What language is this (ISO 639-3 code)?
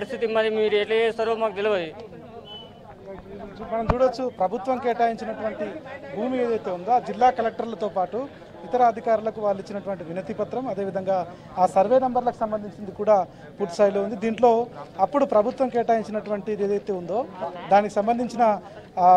tel